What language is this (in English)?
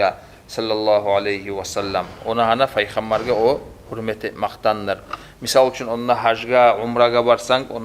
Kumyk